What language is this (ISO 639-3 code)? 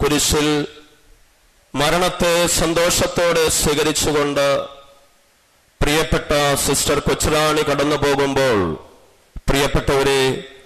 mal